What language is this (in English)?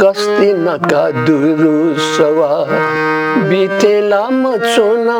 Newari